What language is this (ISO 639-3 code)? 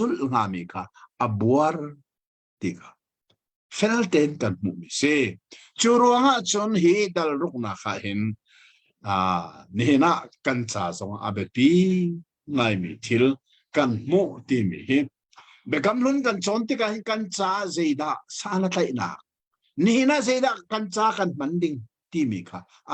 cnh